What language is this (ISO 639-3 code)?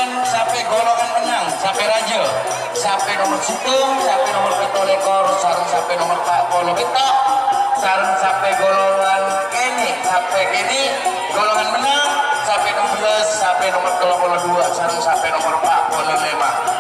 mad